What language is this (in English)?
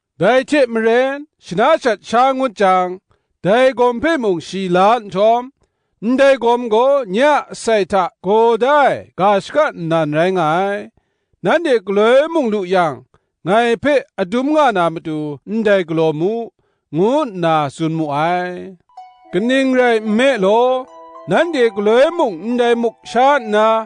Kachin